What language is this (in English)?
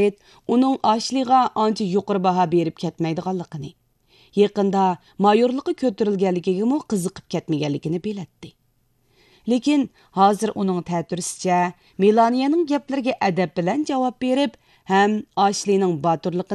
Uyghur